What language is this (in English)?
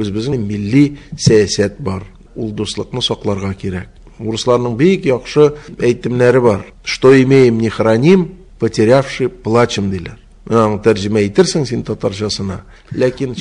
Tatar